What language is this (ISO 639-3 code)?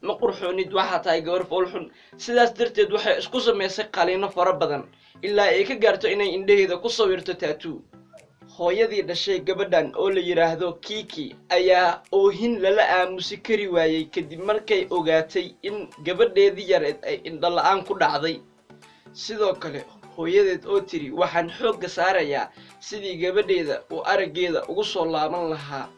som